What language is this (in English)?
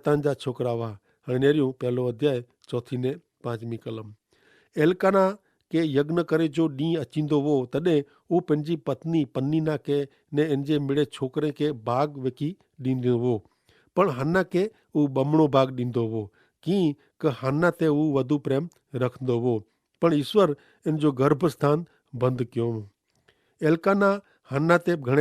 Kachhi